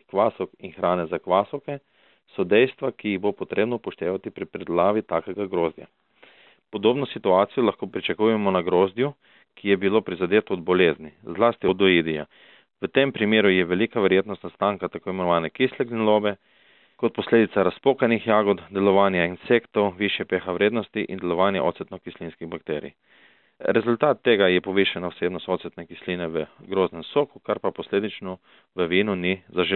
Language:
Slovenian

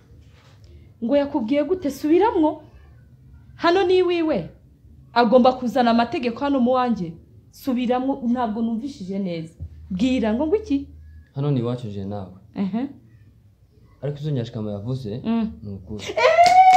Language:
Kinyarwanda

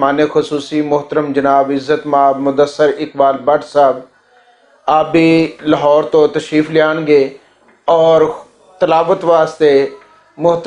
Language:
Western Panjabi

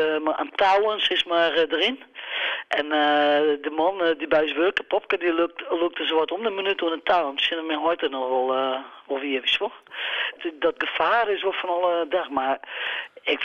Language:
Western Frisian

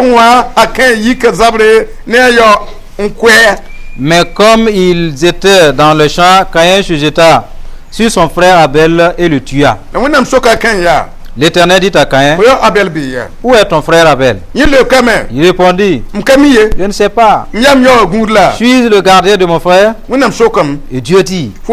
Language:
Mossi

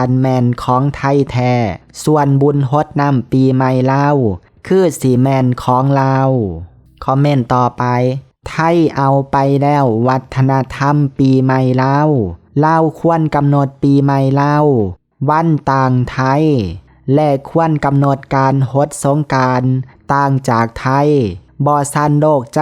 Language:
Lao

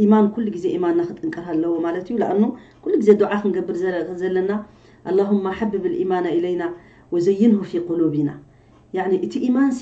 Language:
Tigrinya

